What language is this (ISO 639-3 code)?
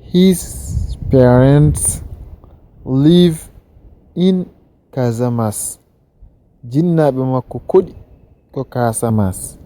ful